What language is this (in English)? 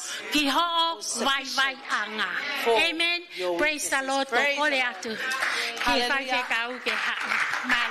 Tongan